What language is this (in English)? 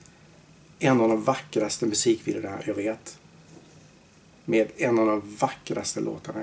Swedish